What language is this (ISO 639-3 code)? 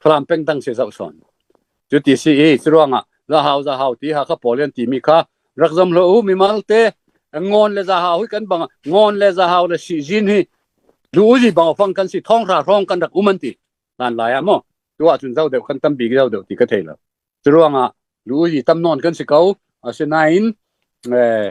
cfm